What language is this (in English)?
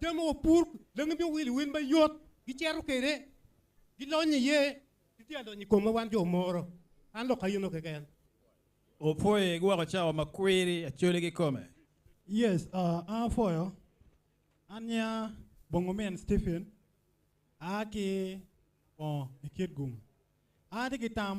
Acoli